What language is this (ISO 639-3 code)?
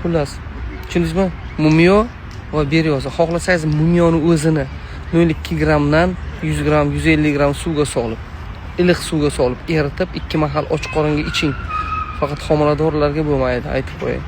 uzb